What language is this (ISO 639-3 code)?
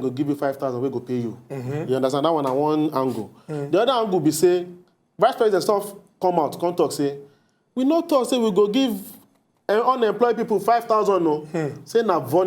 pcm